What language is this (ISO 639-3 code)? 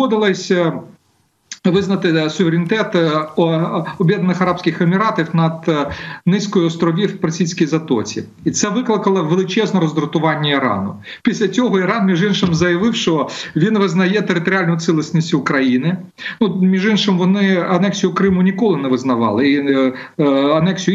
ukr